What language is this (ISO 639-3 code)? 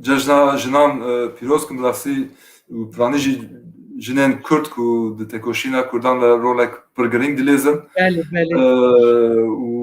kur